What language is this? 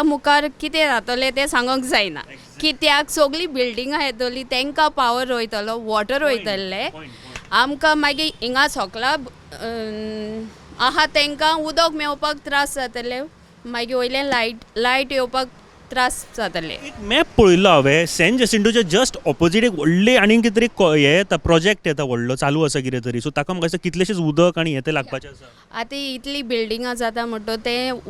Konkani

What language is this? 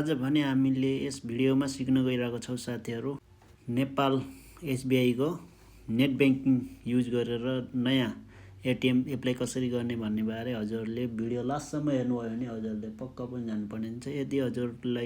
Nepali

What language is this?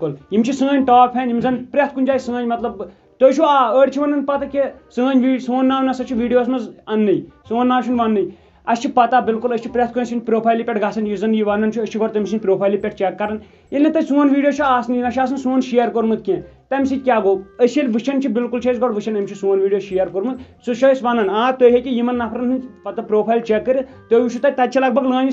Kashmiri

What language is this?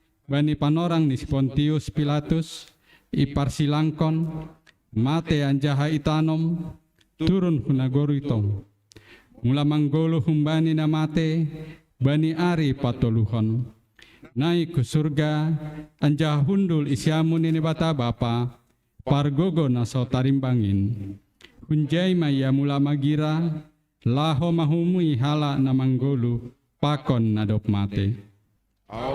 Batak Simalungun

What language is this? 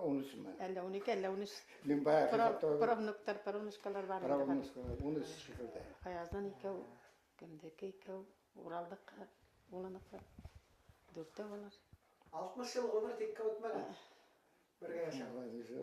Bashkir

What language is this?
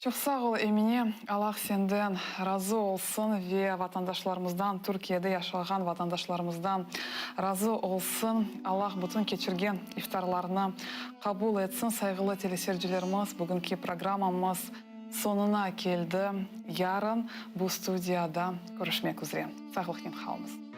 Crimean Tatar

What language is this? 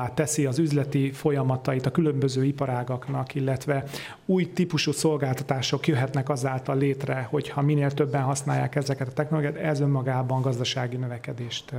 Hungarian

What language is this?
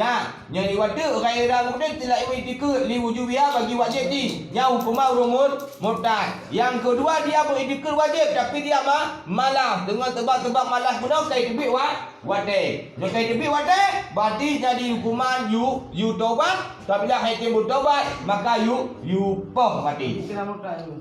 Achinese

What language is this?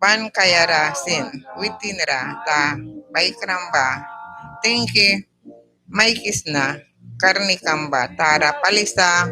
Mískito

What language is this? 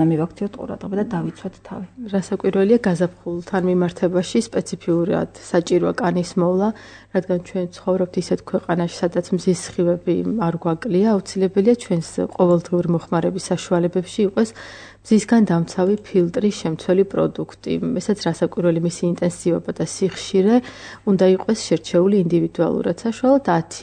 Georgian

